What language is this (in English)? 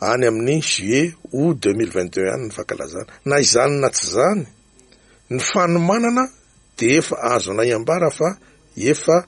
Malagasy